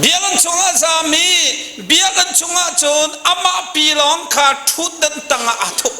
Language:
Hakha Chin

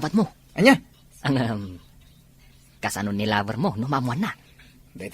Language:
Iloko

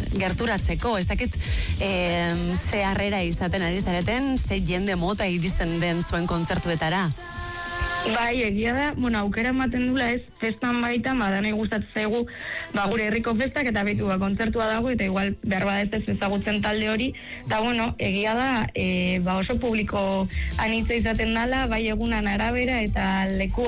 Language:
Basque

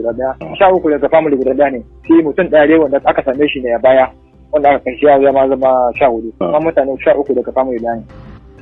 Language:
Hausa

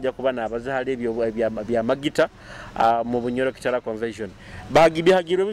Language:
Nyoro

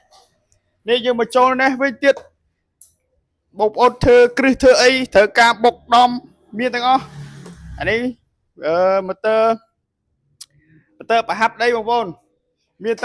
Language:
Khmer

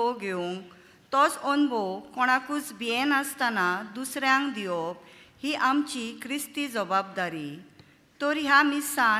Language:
Konkani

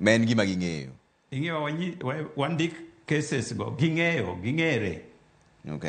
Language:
Luo (Kenya and Tanzania)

